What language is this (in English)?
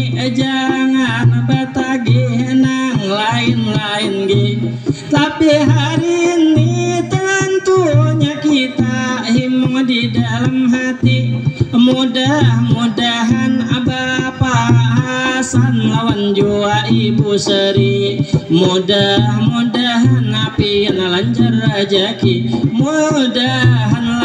Banjar